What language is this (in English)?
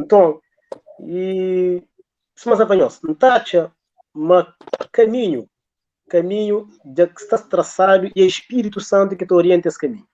Kabuverdianu